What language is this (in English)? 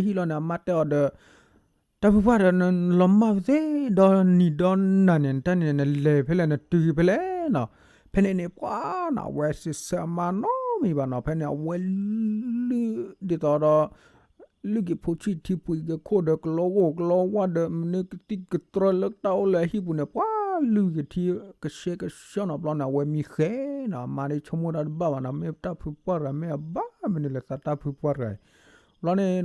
S'gaw Karen